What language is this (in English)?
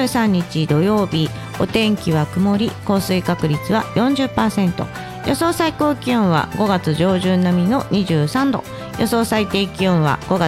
Japanese